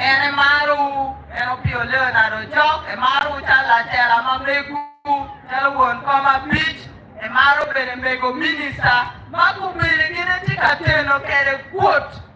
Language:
Acoli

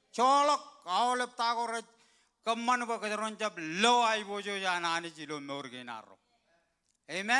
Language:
Marshallese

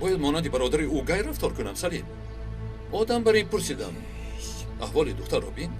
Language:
Tajik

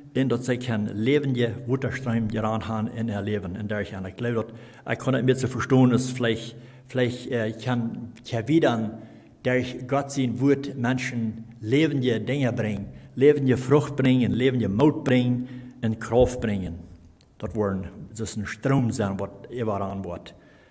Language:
Plautdietsch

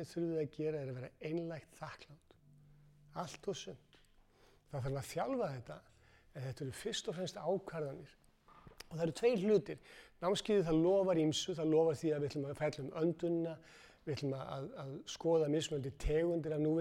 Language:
Icelandic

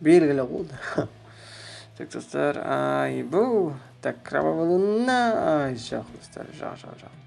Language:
Kazakh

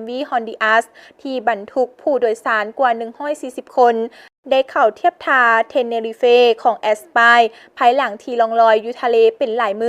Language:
Lao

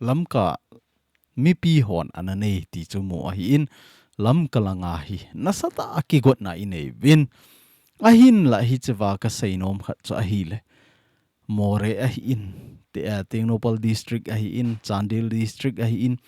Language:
Thado Chin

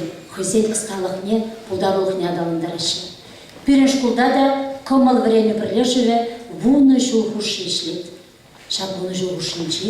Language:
Chuvash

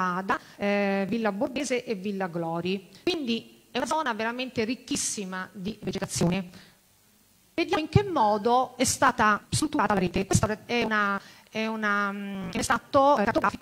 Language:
Italian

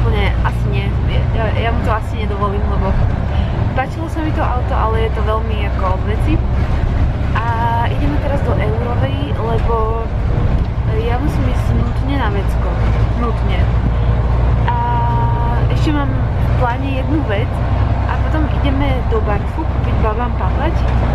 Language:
Slovak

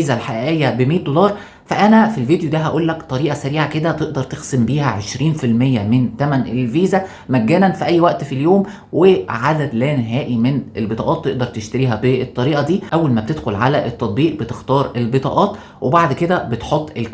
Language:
Egyptian Arabic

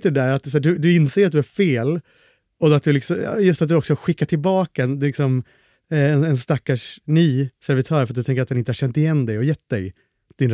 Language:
Swedish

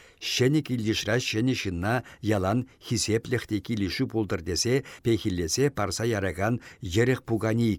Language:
Chuvash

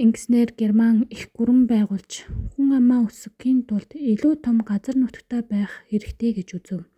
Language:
Mongolian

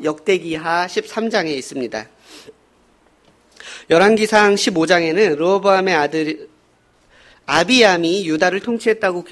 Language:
Korean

